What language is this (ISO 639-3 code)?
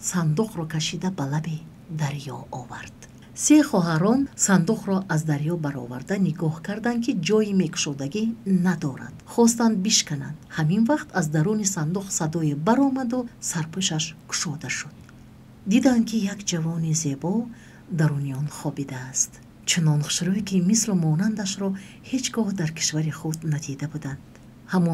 tgk